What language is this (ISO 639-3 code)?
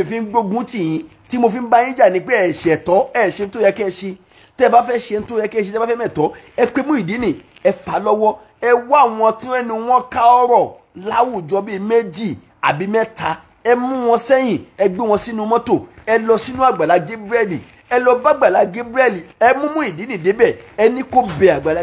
yor